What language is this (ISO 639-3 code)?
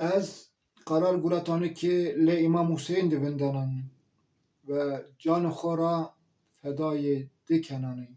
zza